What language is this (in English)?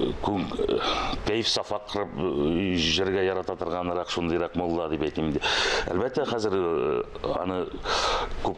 Tatar